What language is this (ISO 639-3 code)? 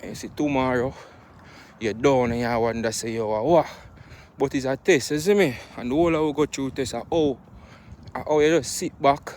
jam